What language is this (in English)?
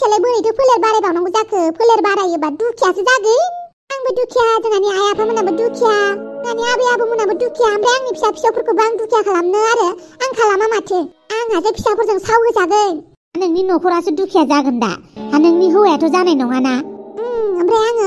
Bodo